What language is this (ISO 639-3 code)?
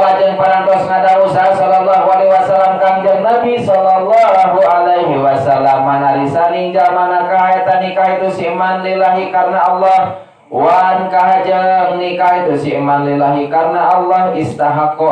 sun